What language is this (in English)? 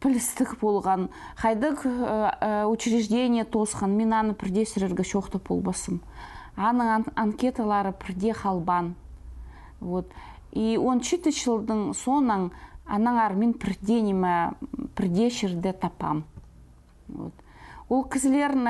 Khakas